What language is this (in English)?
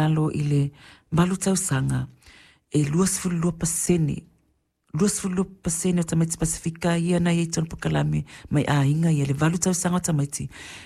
Samoan